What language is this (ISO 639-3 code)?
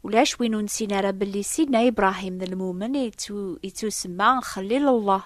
kab